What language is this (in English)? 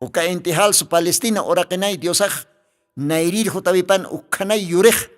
Aymara